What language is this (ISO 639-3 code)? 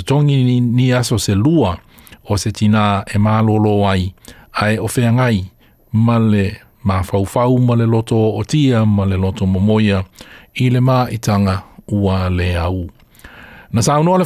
smo